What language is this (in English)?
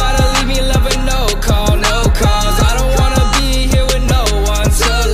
English